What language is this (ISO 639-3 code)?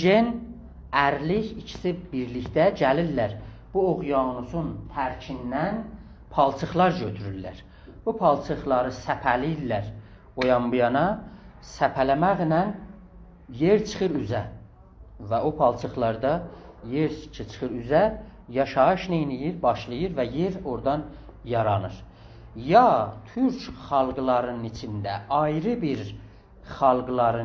azb